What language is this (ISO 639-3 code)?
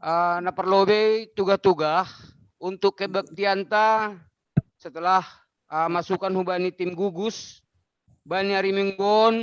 bts